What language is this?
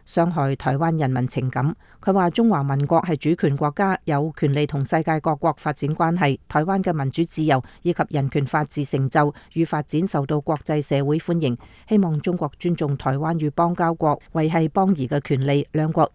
Cantonese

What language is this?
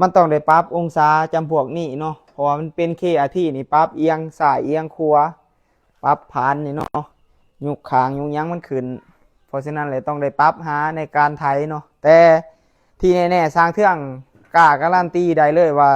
Lao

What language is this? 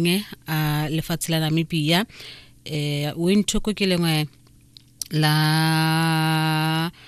Tswana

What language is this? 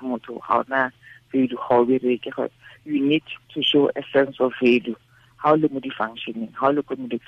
Tswana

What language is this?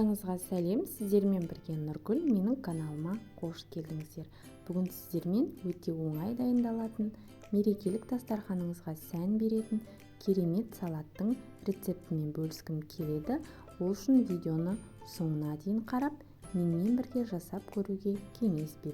Kazakh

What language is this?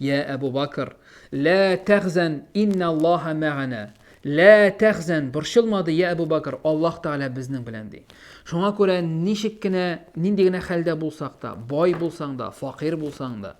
Tatar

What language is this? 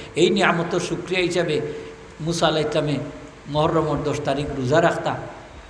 Sylheti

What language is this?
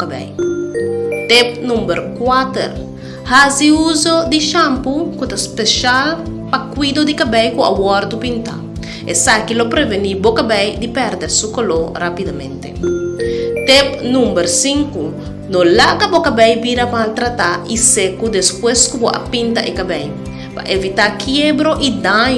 Papiamento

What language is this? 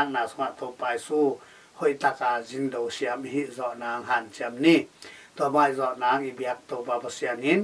Tedim Chin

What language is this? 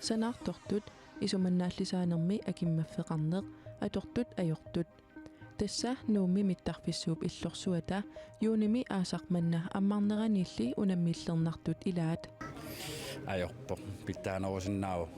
Kalaallisut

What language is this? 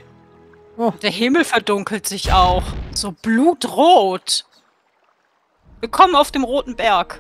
German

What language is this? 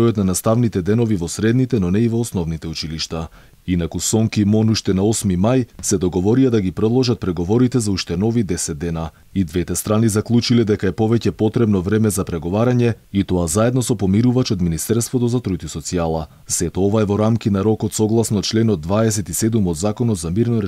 Macedonian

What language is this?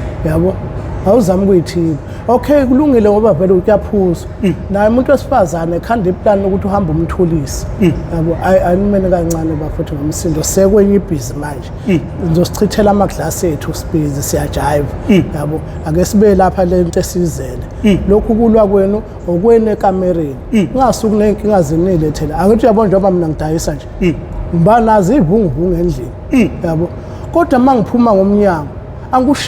Zulu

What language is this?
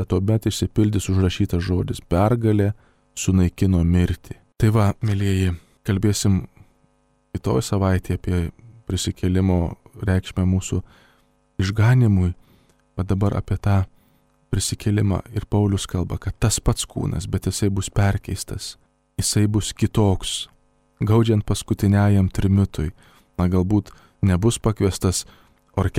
Lithuanian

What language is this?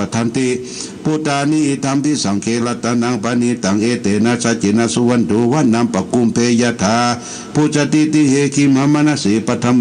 Pali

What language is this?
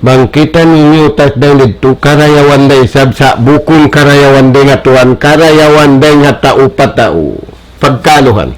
Tausug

